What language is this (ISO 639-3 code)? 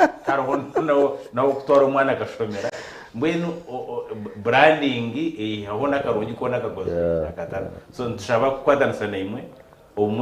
nyn